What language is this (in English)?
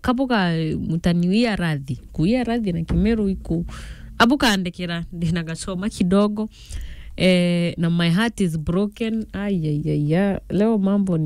Meru